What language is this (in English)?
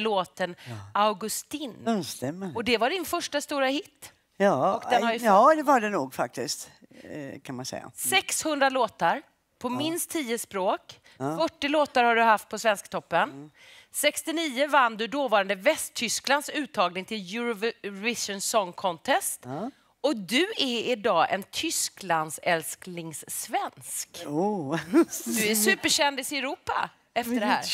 Swedish